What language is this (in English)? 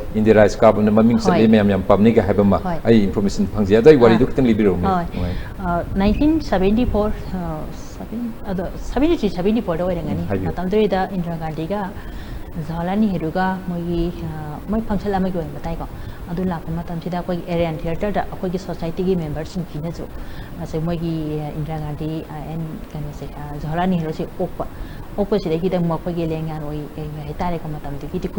Manipuri